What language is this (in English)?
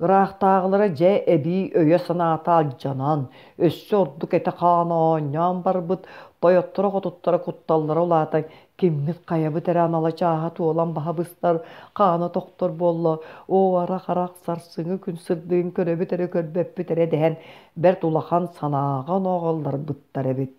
Yakut